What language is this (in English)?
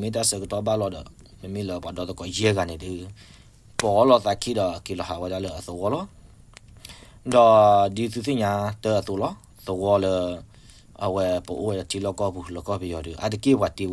S'gaw Karen